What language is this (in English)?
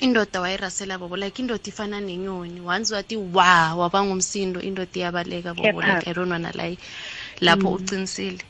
South Ndebele